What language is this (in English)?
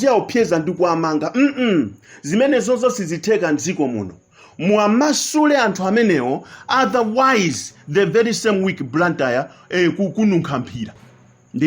Nyanja